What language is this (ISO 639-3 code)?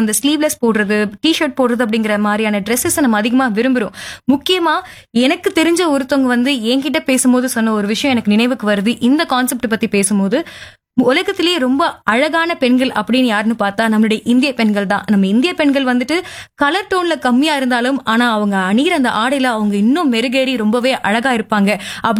tam